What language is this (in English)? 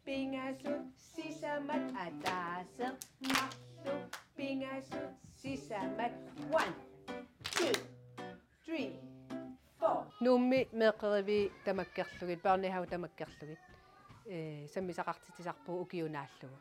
Kalaallisut